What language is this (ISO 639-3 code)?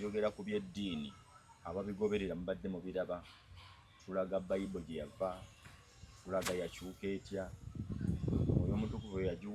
lug